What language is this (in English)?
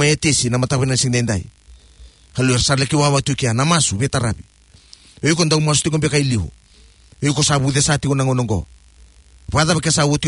Fijian